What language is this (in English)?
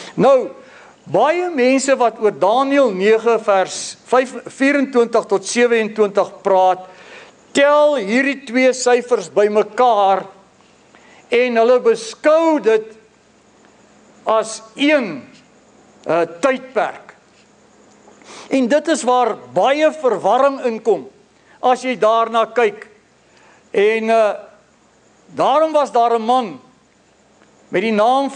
Afrikaans